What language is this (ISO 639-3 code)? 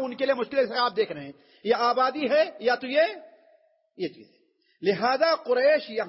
urd